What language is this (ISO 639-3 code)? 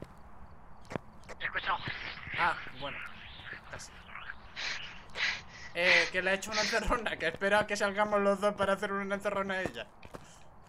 spa